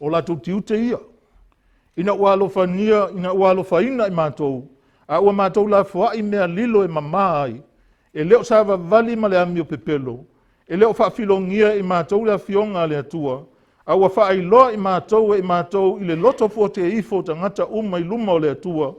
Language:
Samoan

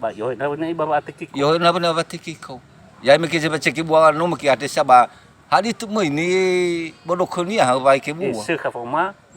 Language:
Nias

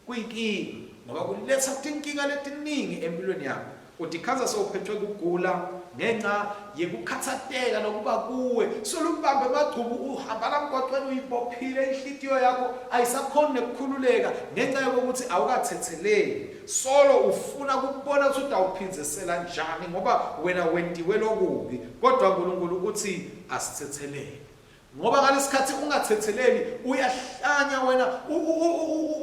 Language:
Swati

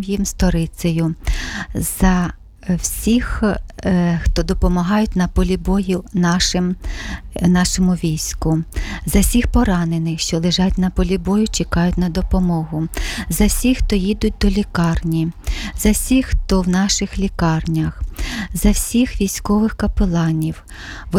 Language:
Ukrainian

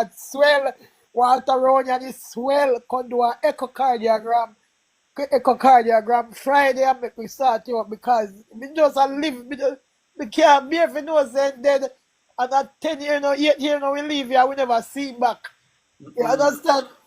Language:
Jamaican Creole English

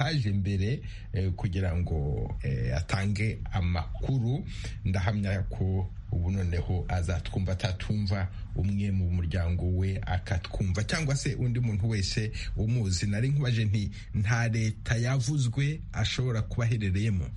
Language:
Kinyarwanda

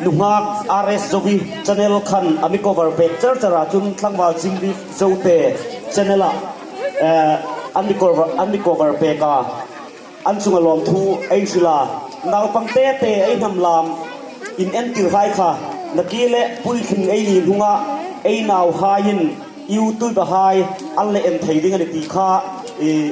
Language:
Hmar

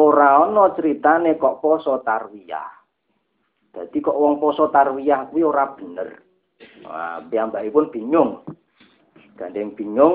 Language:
Javanese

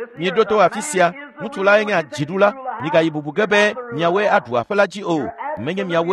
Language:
Ewe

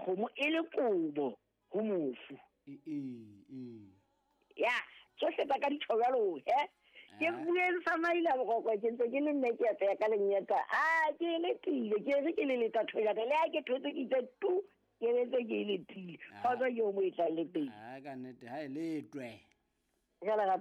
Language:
Southern Sotho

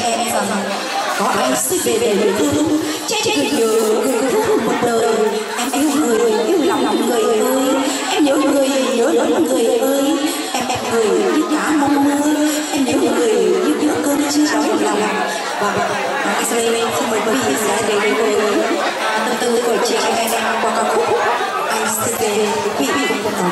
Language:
Vietnamese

